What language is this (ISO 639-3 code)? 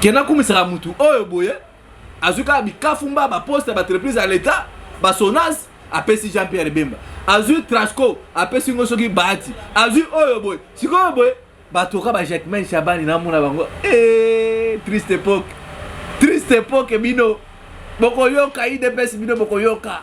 lin